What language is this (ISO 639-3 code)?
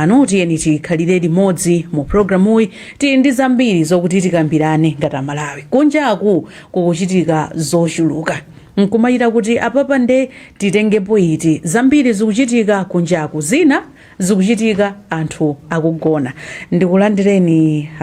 nya